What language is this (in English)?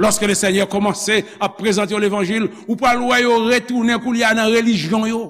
Haitian Creole